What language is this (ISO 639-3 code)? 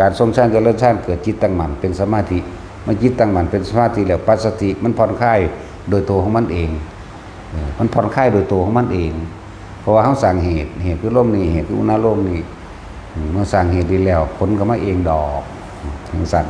tts